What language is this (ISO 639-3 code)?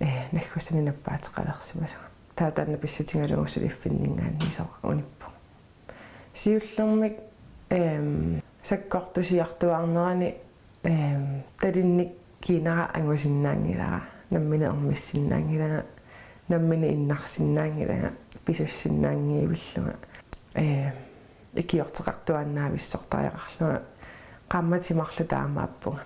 kal